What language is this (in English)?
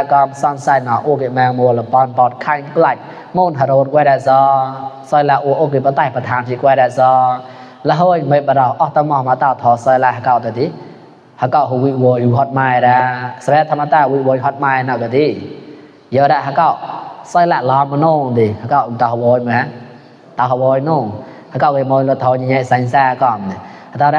Mon